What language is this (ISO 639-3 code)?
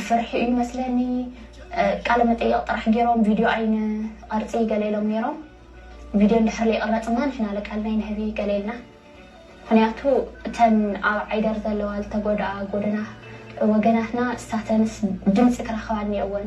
tir